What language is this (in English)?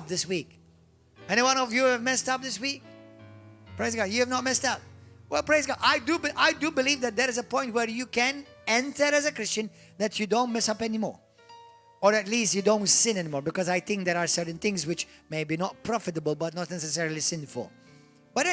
English